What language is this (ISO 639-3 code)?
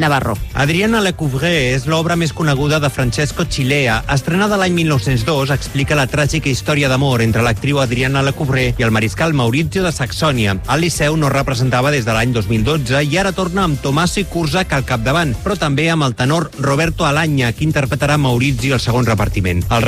cat